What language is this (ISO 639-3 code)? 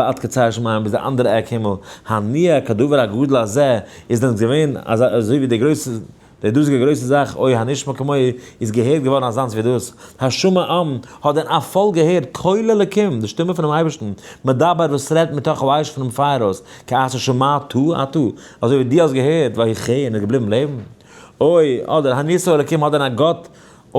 yid